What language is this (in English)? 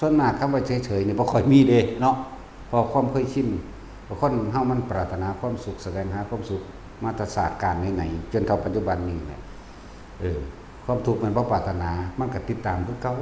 Lao